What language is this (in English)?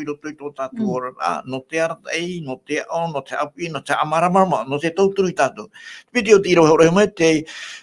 Tahitian